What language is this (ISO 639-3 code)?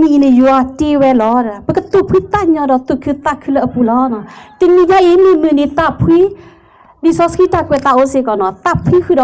ksw